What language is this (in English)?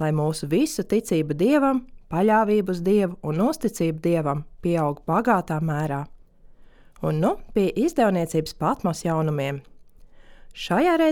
Latvian